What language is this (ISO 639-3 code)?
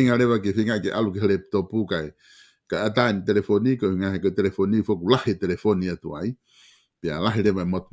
ton